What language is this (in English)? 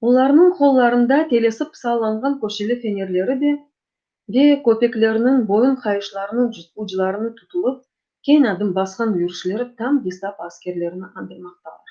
Crimean Tatar